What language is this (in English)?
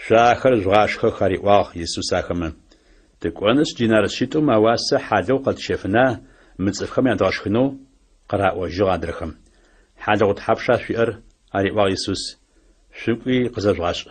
Adyghe